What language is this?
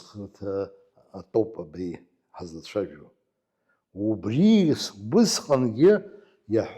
Abkhazian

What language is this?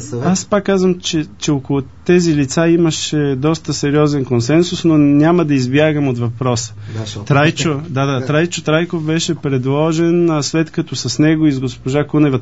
Bulgarian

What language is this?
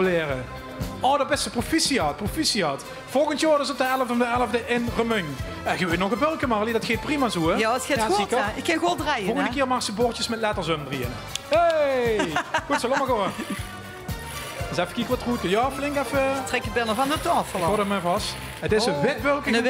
Limburgish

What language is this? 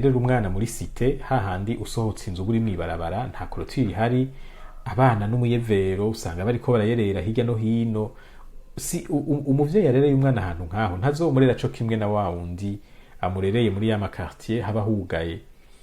Rundi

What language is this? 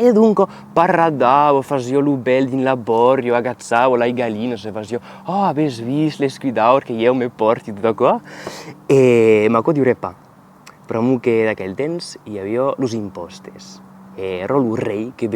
Occitan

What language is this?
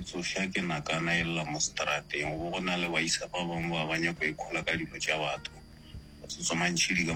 Northern Sotho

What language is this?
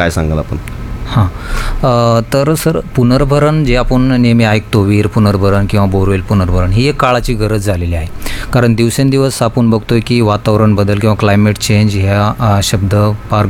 Marathi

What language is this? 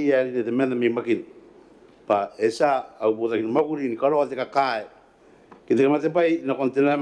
Gilbertese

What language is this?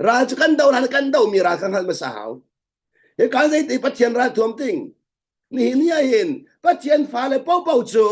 Hakha Chin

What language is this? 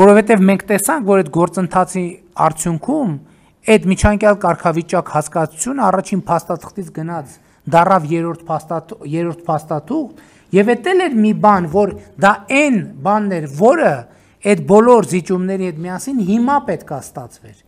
Armenian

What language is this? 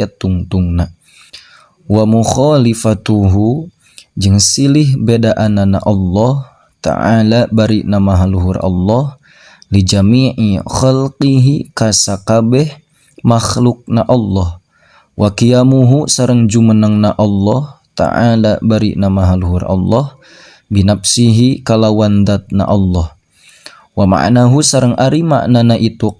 Sundanese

